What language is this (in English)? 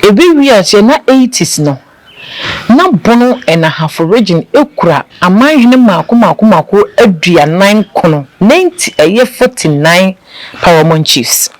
Akan